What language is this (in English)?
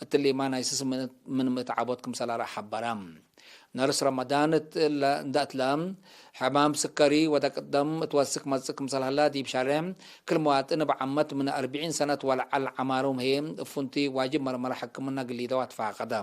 Tigre